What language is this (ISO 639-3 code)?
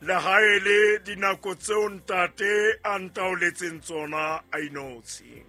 sot